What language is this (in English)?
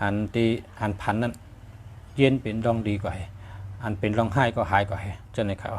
Shan